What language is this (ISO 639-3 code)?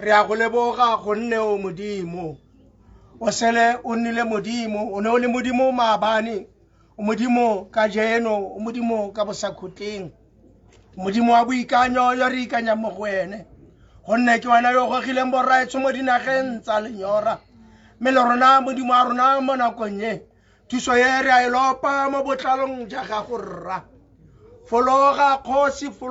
tsn